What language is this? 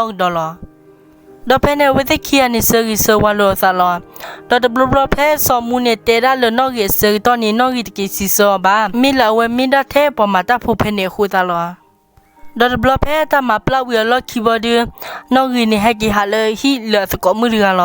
S'gaw Karen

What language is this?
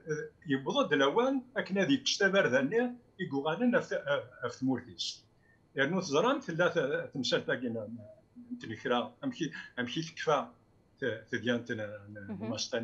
Kabyle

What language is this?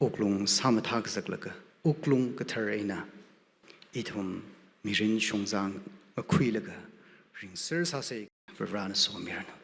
Tangkhul Naga (India)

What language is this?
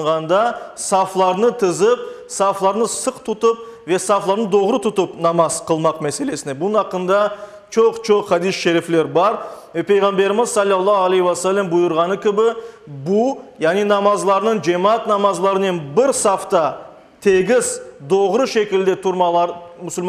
Crimean Tatar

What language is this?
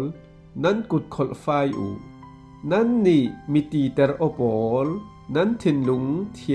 Falam Chin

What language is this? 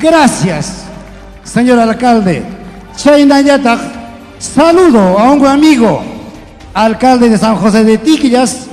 Ayacucho Quechua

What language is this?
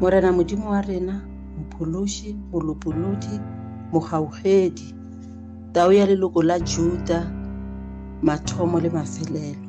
Northern Sotho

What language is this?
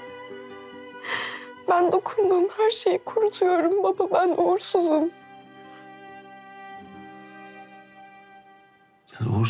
Turkish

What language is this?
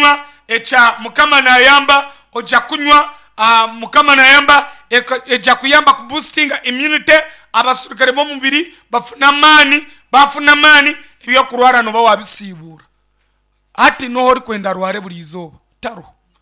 Nyankole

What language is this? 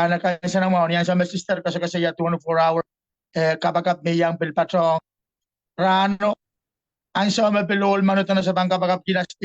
Pohnpeian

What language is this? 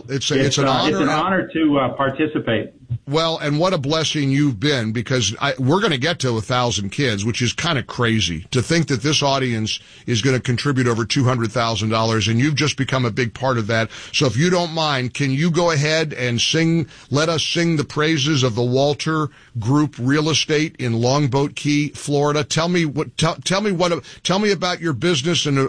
English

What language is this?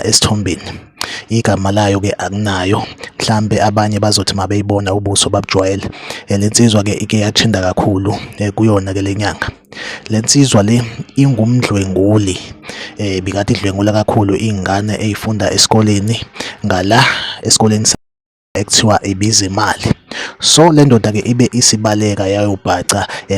Zulu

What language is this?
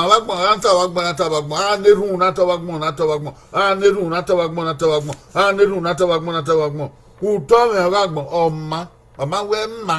Bini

